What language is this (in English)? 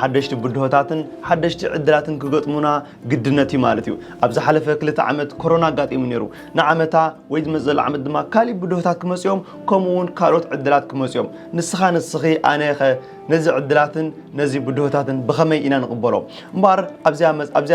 Tigrinya